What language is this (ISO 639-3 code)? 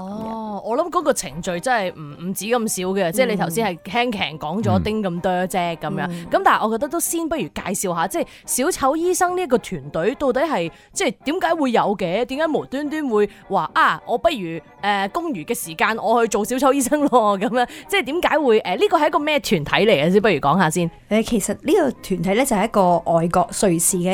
yue